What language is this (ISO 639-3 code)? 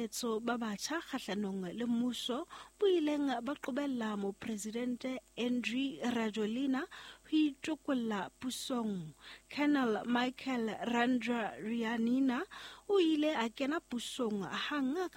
sot